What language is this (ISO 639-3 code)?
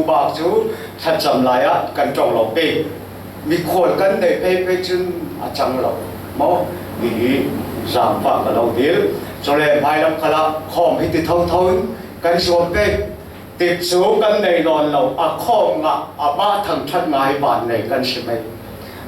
cfm